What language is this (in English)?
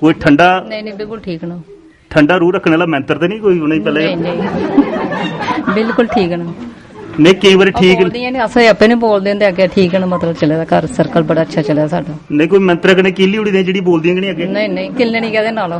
Dogri